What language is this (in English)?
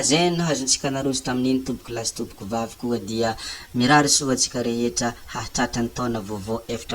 Malagasy